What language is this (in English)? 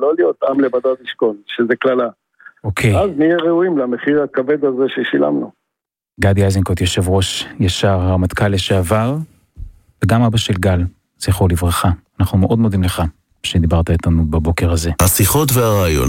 Hebrew